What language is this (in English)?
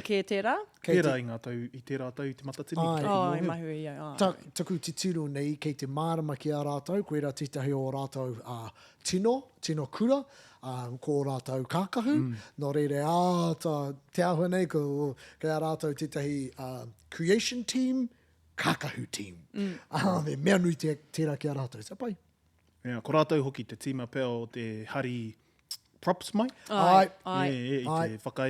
Māori